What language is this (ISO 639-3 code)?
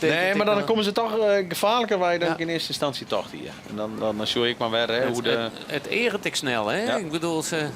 fry